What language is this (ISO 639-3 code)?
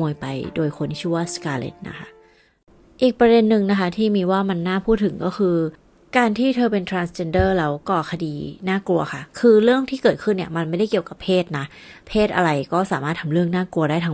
tha